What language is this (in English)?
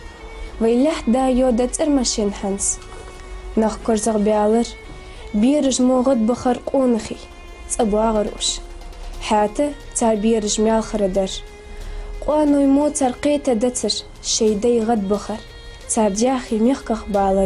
Ingush